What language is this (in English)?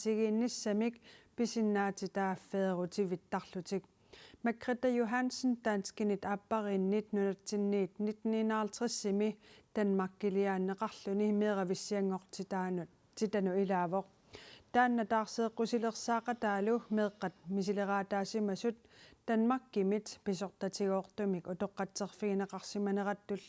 Kalaallisut